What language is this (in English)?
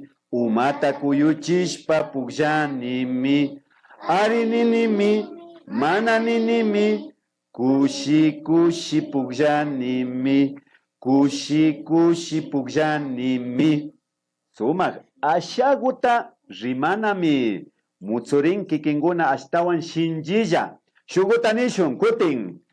Imbabura Highland Quichua